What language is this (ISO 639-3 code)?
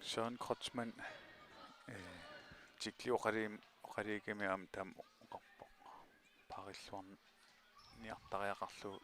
kal